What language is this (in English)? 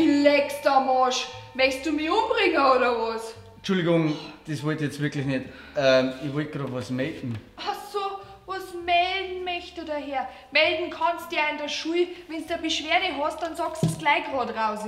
Bavarian